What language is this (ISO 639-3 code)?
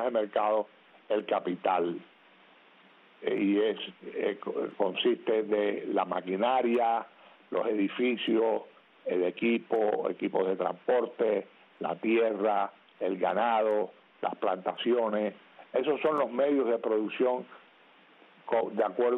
spa